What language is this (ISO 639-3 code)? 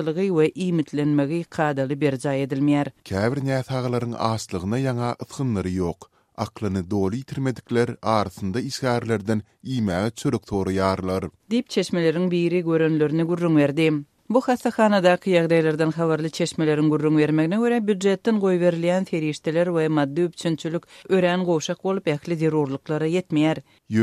tuk